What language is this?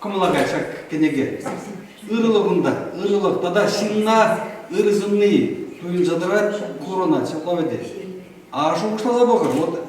Chuvash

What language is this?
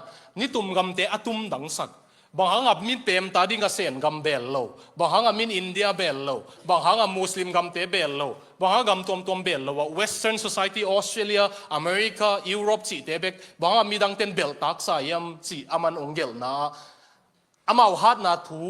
Tedim Chin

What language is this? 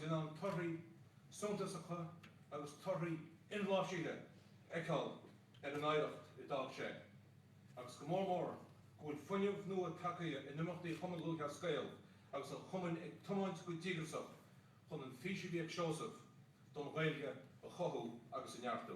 Irish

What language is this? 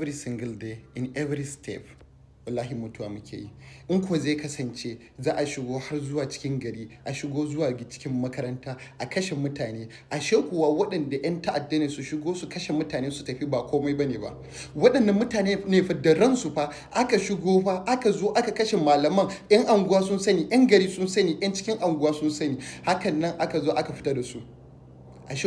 Hausa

